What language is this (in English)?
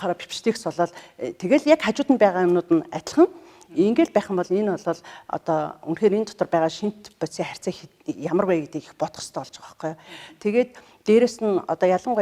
Mongolian